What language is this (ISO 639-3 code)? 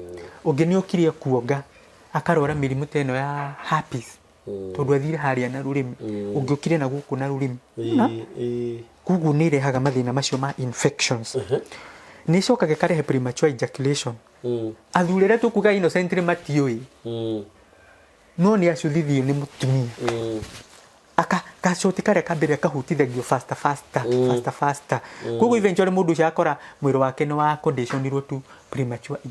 kik